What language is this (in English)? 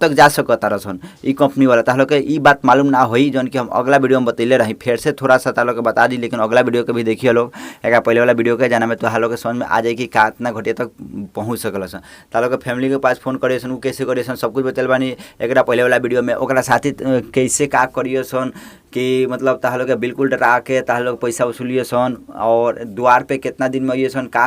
Bhojpuri